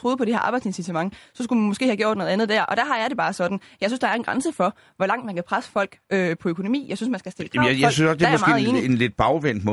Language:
Danish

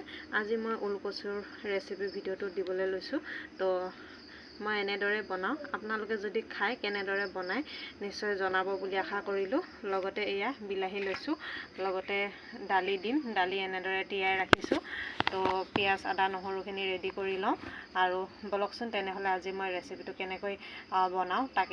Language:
Assamese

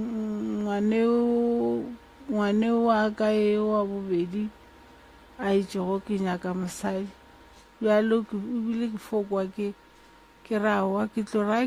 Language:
Northern Sotho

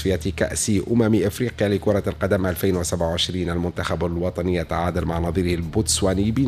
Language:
Tunisian Arabic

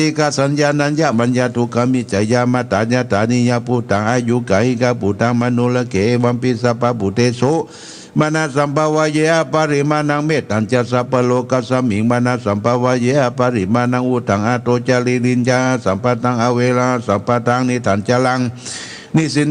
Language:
Pali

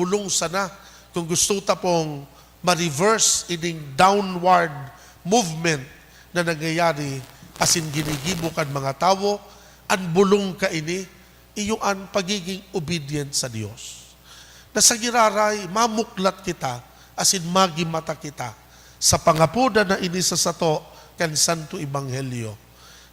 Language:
Bikol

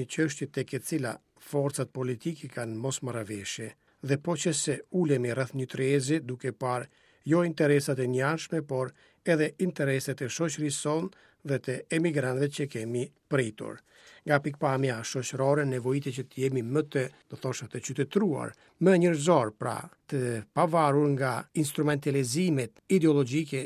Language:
Albanian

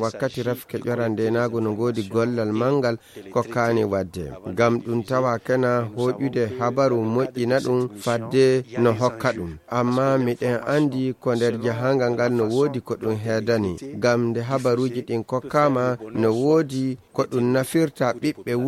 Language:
Fula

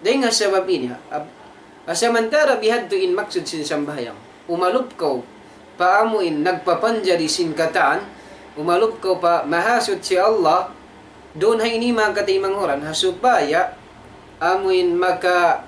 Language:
Tausug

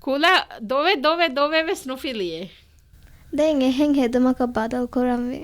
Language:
Divehi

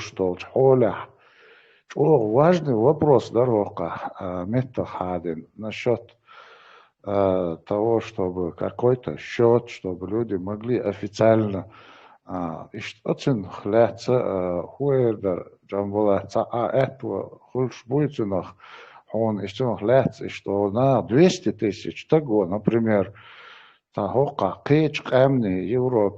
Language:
Chechen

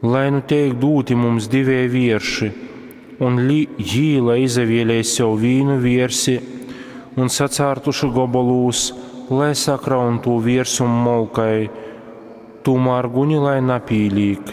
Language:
Latgalian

